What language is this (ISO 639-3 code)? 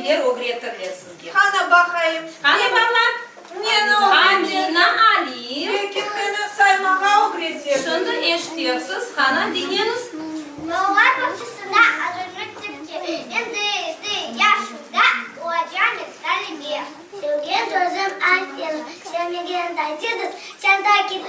crh